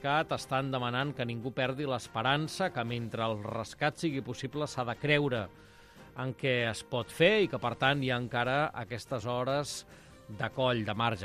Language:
Catalan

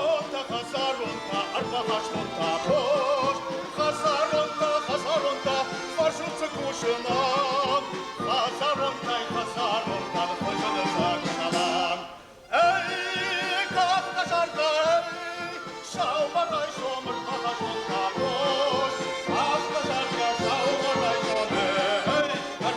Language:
Ossetic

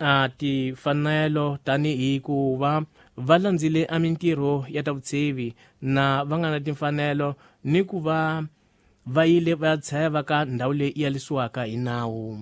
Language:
Tsonga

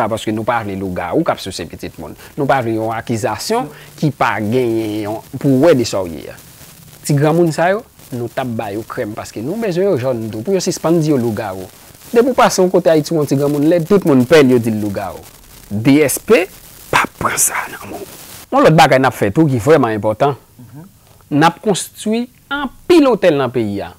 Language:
Haitian Creole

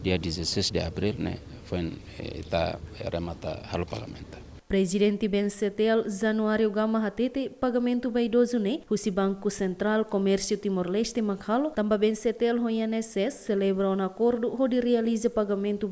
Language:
Tetum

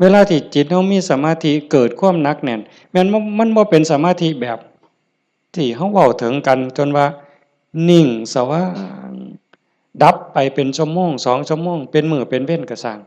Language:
Lao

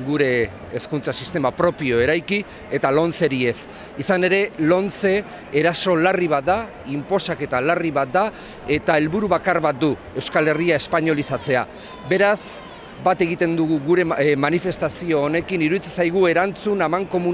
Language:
Basque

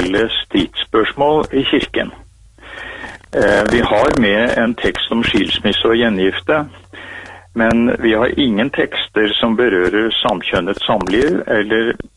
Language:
Norwegian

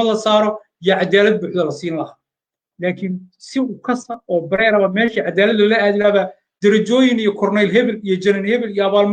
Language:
Somali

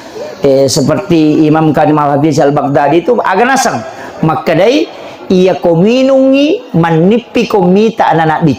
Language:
Buginese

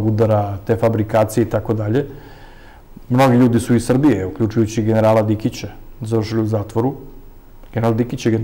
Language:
Serbian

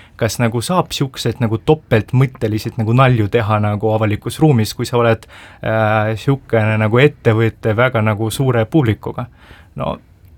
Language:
Estonian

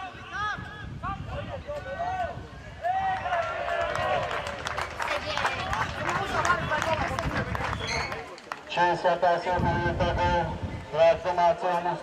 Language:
Slovak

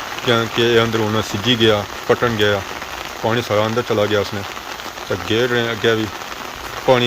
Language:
Pahari-Potwari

